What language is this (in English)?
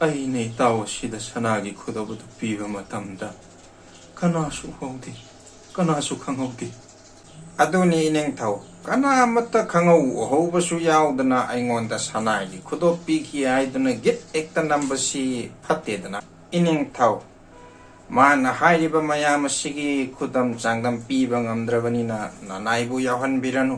Manipuri